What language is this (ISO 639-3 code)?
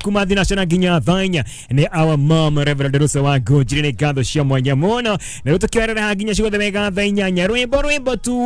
kik